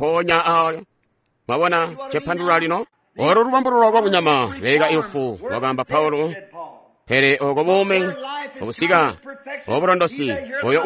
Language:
Tonga (Zambia)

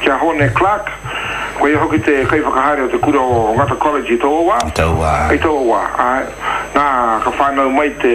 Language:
Māori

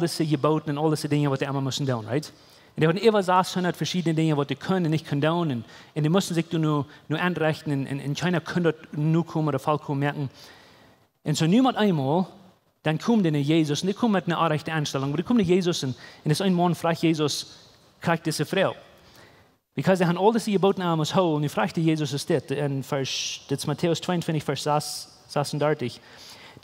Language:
Plautdietsch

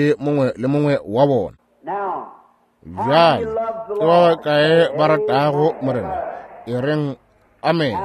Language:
Northern Sotho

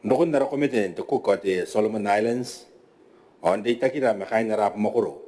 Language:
Gilbertese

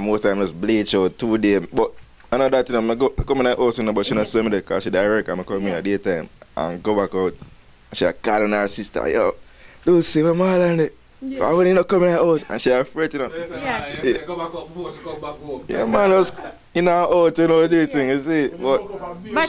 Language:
Jamaican Creole English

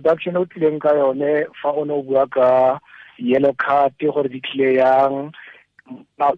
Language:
Tswana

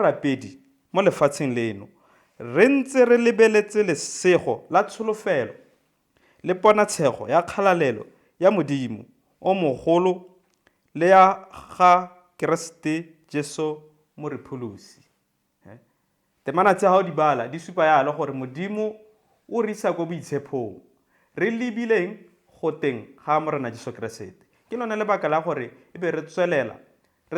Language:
Tswana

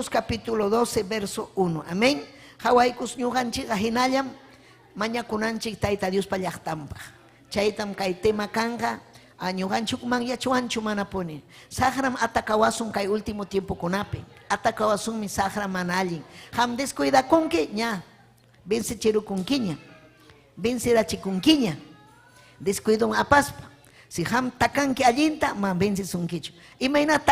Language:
Ayacucho Quechua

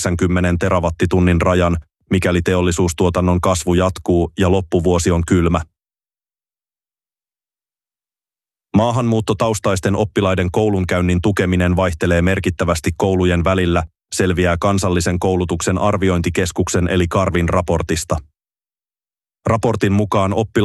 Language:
Finnish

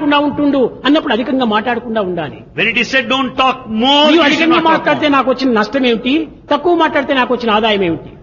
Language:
Telugu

